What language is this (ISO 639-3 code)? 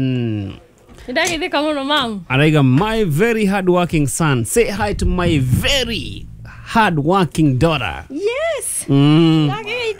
kik